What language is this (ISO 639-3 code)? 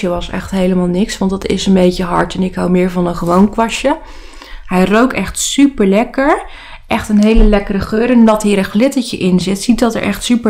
nld